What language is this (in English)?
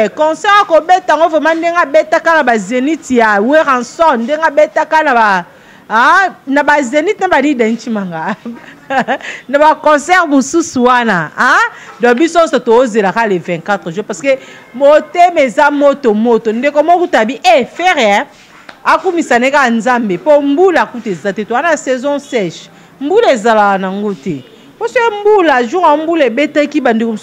Lingala